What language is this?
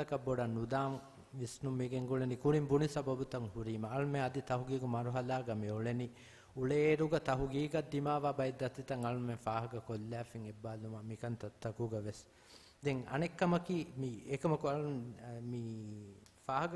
Divehi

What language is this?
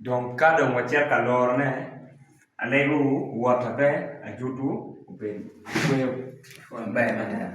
Acoli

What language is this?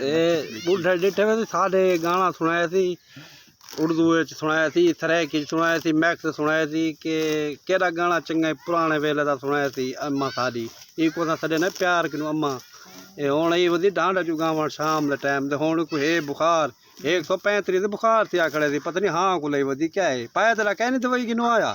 Saraiki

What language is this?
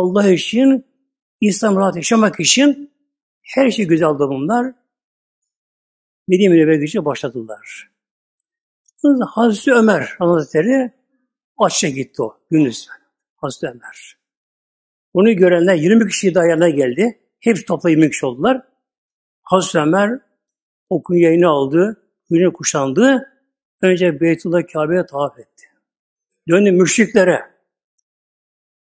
Turkish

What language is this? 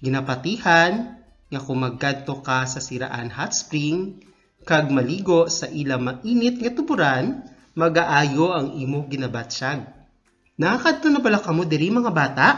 Hiligaynon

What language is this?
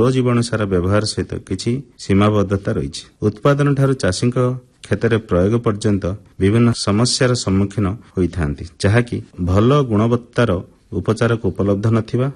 Odia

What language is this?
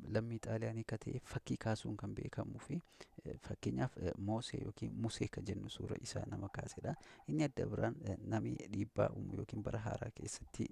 Oromo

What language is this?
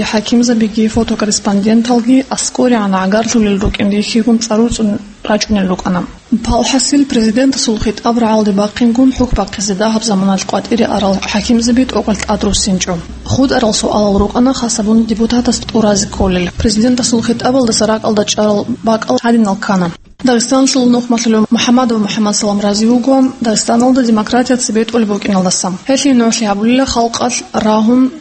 Avaric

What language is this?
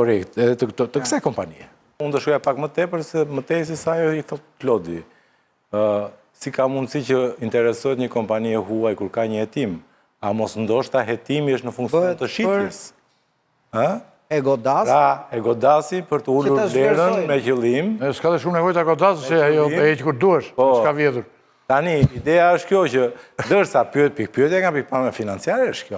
Albanian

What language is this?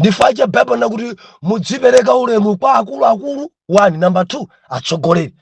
Nyanja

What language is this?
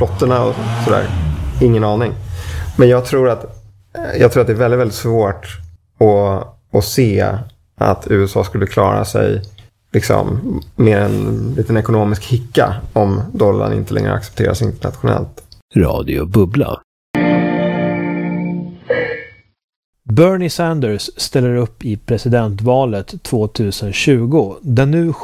Swedish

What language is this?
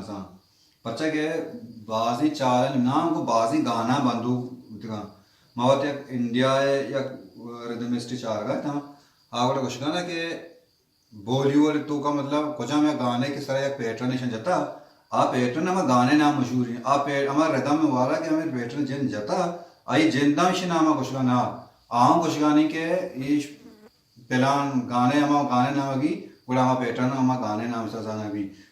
Baluchi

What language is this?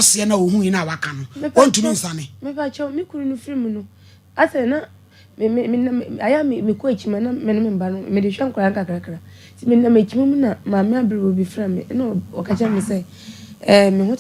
Akan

